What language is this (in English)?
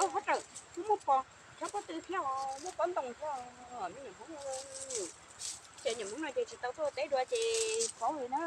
Hmong